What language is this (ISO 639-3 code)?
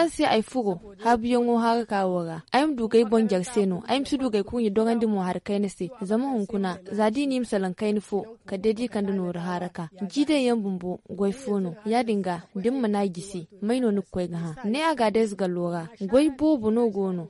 dje